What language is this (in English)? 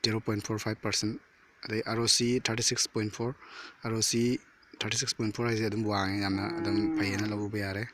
Manipuri